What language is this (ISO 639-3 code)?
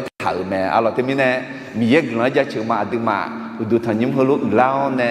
ahk